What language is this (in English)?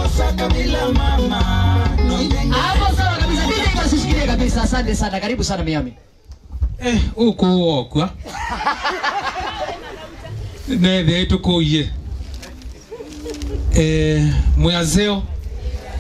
Kamba